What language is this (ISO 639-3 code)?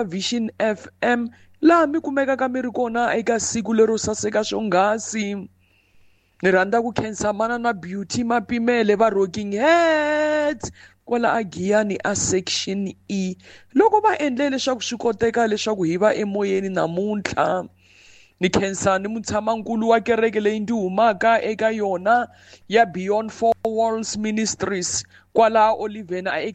tso